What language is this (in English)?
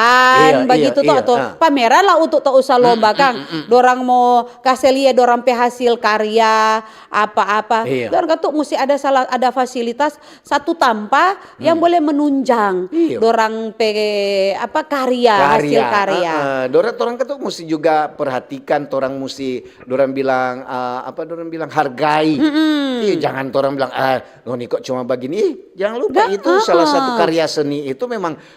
Manado Malay